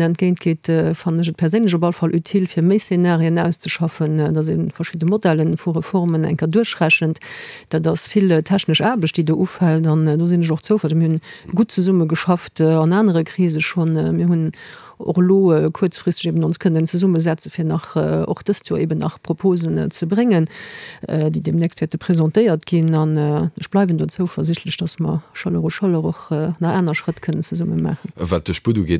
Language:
Luxembourgish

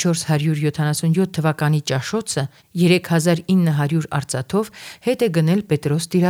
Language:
Armenian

